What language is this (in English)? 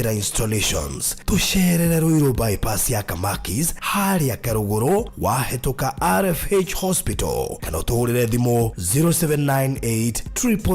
Kikuyu